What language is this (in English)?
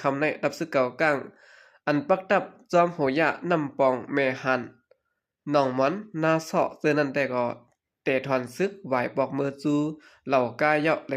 Shan